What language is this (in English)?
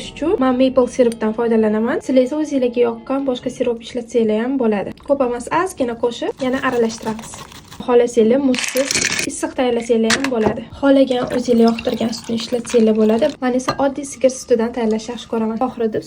Uzbek